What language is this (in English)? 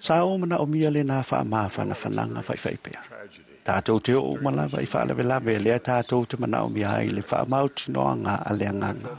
Samoan